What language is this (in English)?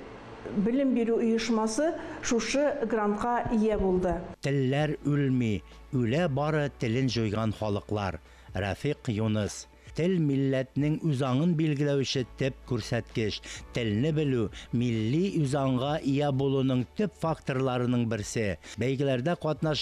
Tatar